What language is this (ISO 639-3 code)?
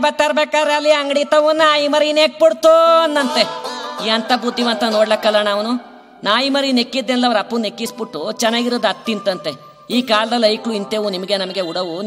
kan